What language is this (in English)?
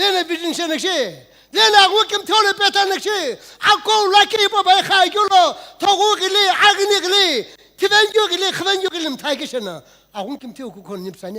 Sumi Naga